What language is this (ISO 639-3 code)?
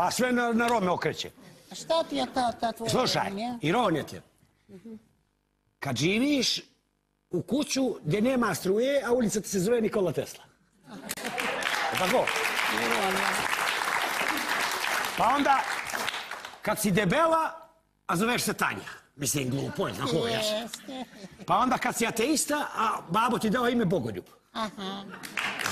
srp